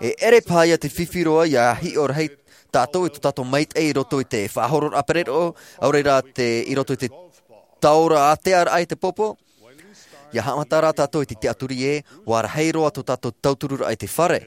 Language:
Tahitian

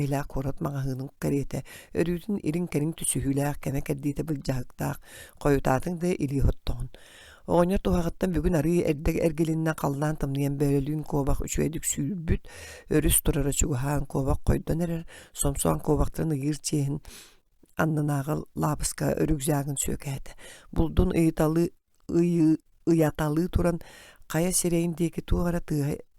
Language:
Yakut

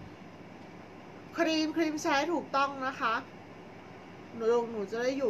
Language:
Thai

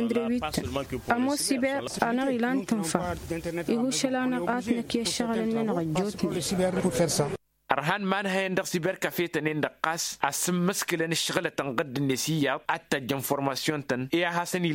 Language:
Tamasheq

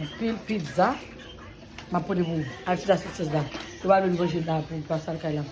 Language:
Haitian Creole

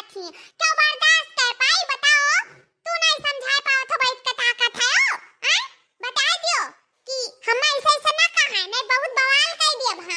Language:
Awadhi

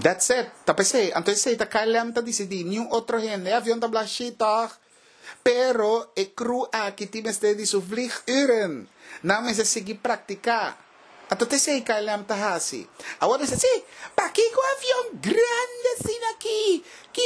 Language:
Papiamento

